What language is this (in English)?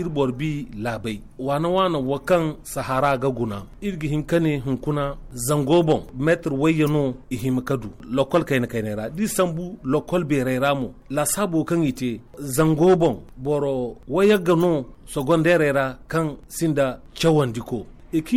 Zarma